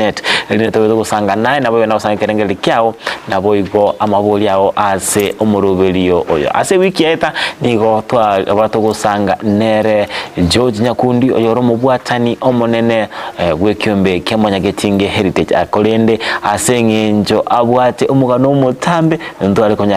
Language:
Gusii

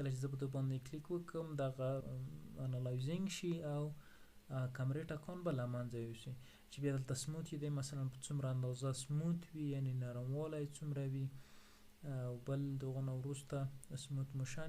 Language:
Pashto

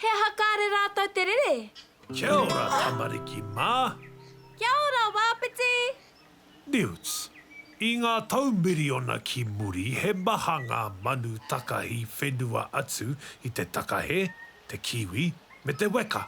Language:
Māori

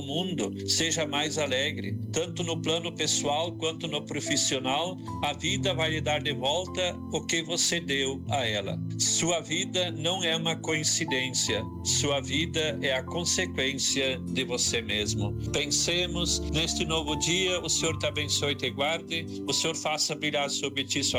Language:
Portuguese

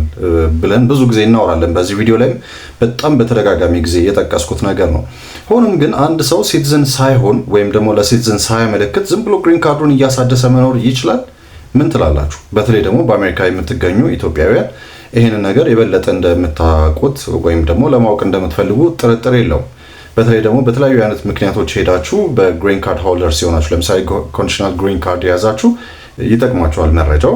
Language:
Amharic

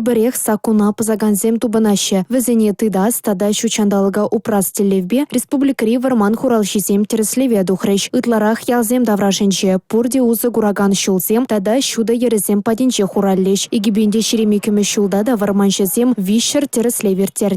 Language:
Chuvash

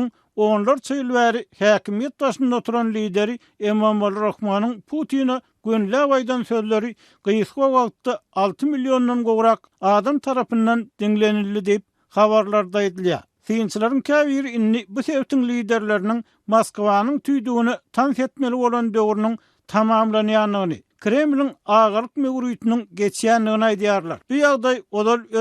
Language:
Turkmen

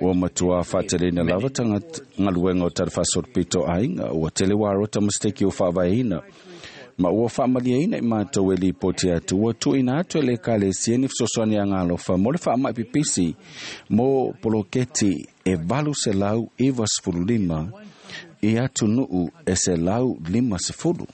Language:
Samoan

